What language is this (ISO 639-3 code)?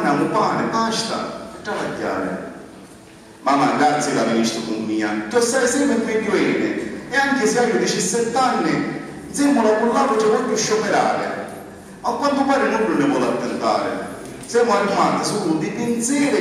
scn